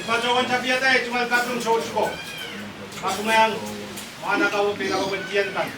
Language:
Pohnpeian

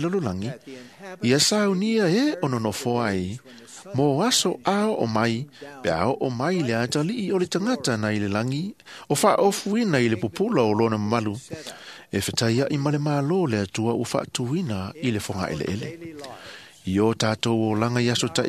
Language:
Samoan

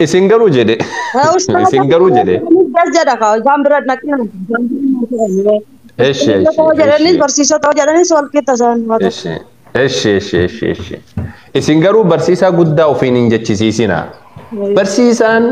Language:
Oromo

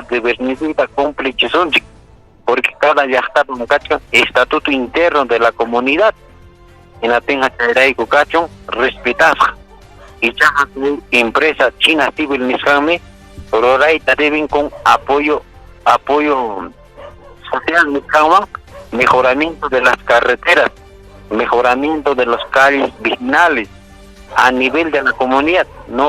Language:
Ayacucho Quechua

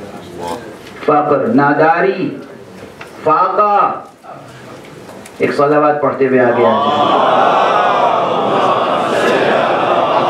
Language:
Urdu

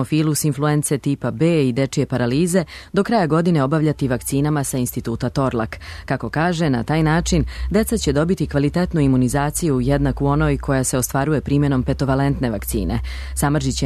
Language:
Serbian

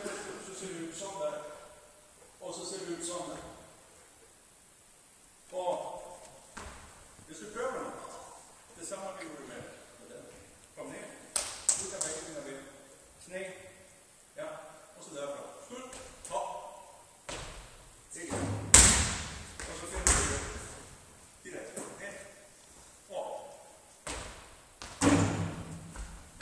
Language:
Danish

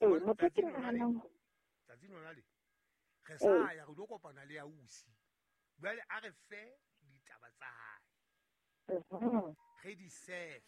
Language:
Southern Sotho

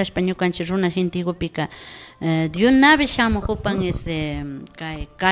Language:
Imbabura Highland Quichua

